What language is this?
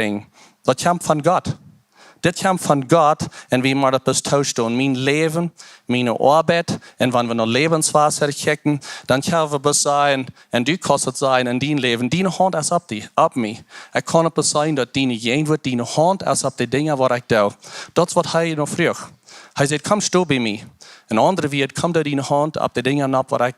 Plautdietsch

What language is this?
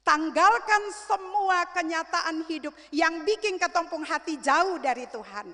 Ambonese Malay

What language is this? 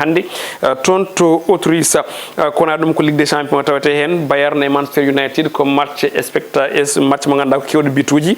Fula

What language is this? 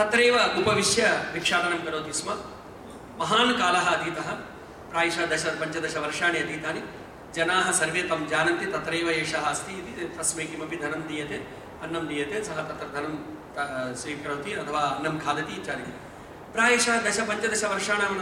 Sanskrit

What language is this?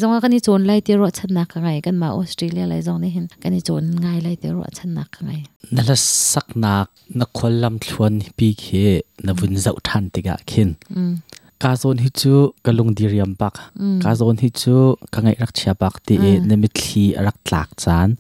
Hakha Chin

